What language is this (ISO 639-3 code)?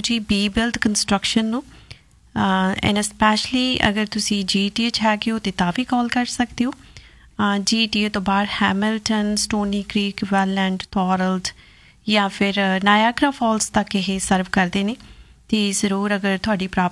pan